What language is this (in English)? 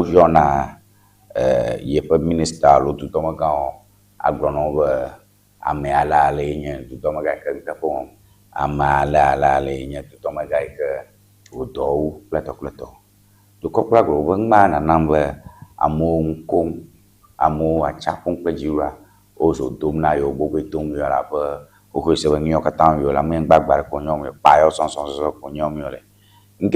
Ewe